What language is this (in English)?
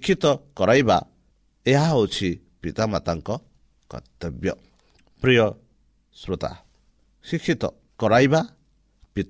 Odia